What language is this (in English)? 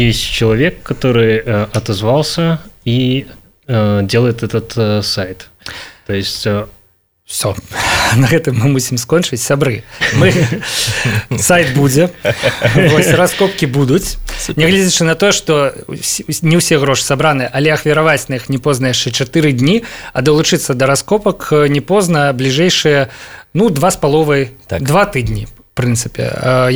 Belarusian